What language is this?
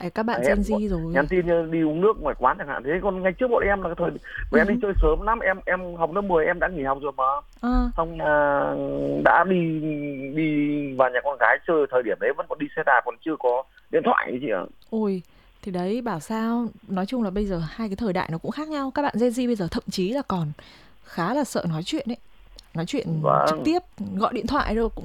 Vietnamese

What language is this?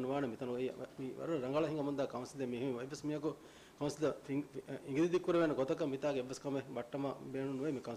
Divehi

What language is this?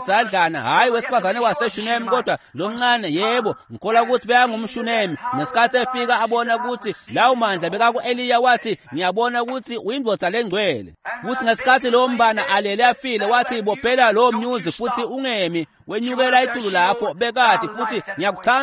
Swati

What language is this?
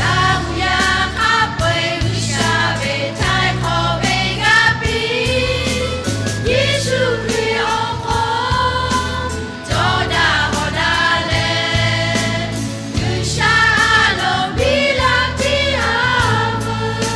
Lahu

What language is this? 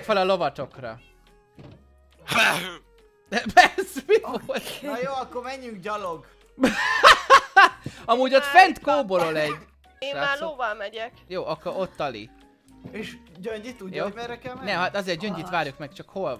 Hungarian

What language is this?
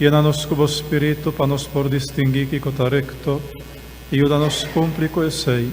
Papiamento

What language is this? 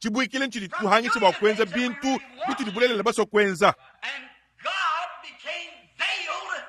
Luba-Lulua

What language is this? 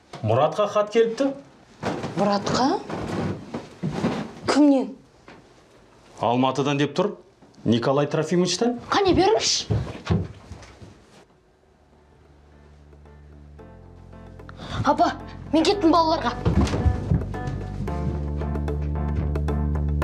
Kazakh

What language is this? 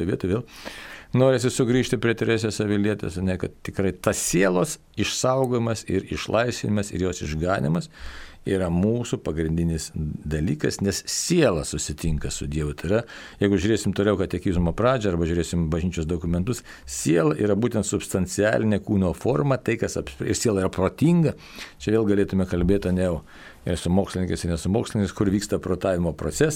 Lithuanian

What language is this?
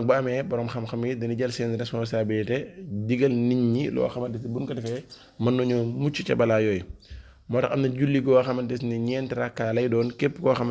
Wolof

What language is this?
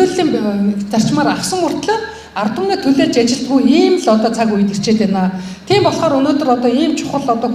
Mongolian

